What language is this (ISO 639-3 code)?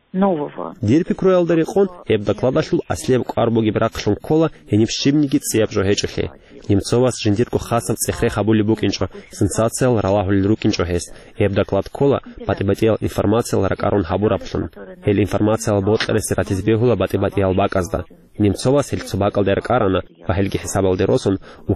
ava